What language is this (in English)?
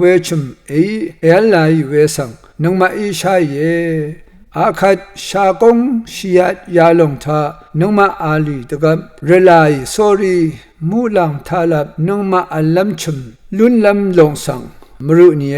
Rawang